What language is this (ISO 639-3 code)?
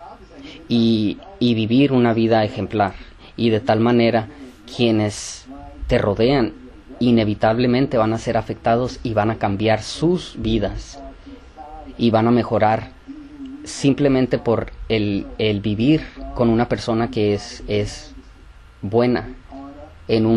spa